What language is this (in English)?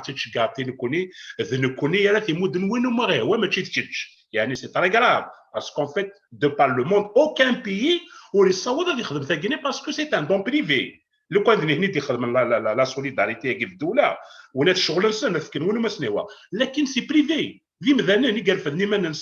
Kabyle